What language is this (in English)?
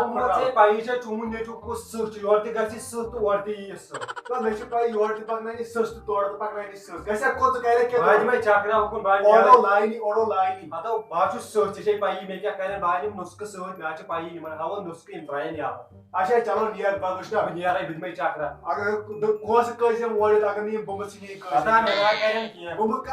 Kashmiri